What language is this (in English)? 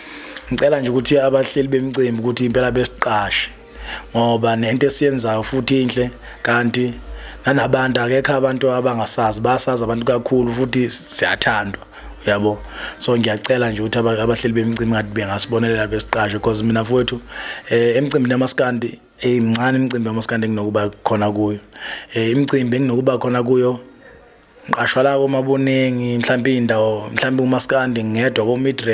Zulu